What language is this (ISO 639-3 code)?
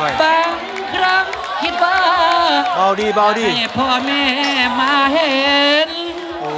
tts